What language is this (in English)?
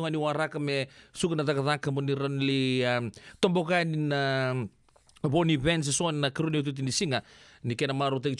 Fijian